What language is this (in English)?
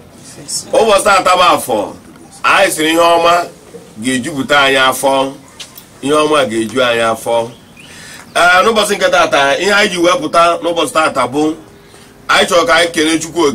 Igbo